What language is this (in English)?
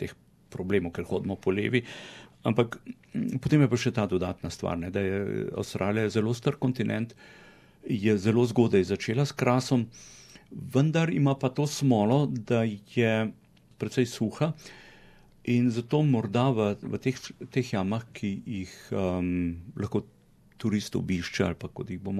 Slovenian